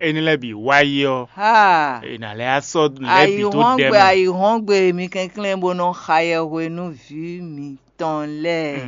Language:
Fon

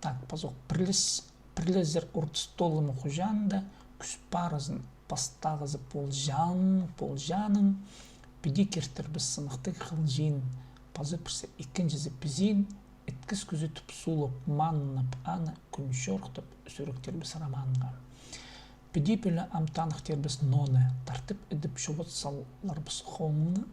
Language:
Khakas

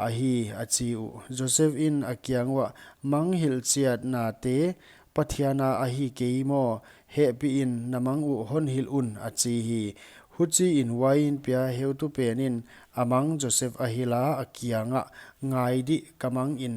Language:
Paite Chin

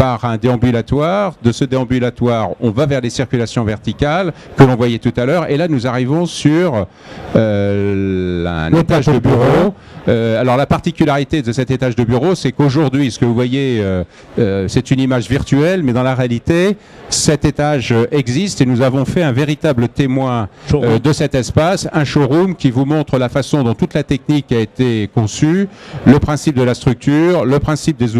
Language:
French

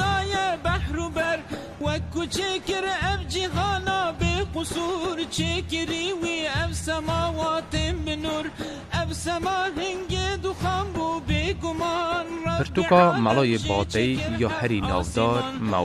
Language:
Kurdish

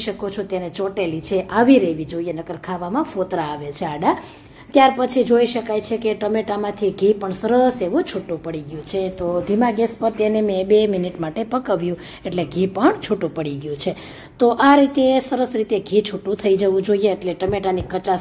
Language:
Gujarati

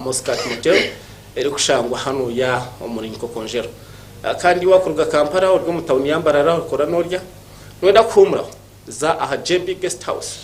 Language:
Nyankole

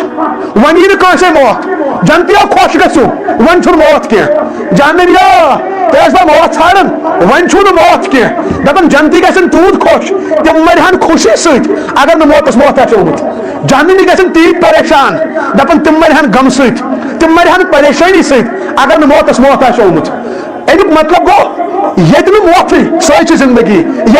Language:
Kashmiri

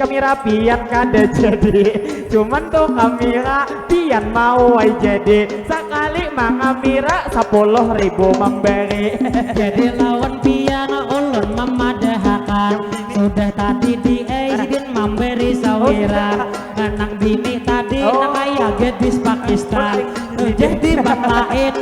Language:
Banjar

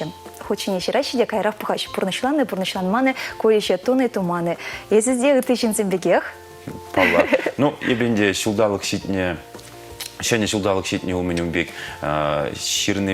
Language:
Chuvash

